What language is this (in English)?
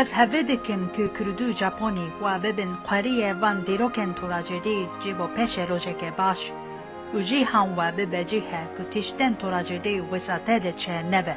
Kurdish